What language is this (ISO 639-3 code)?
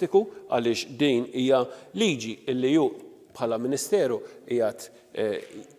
mlt